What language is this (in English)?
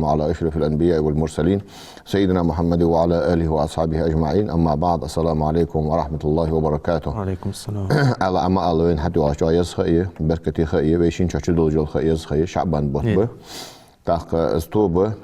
Ingush